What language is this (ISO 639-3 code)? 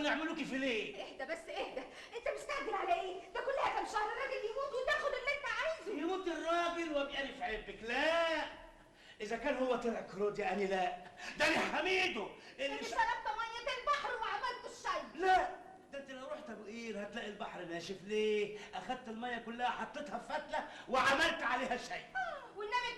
arz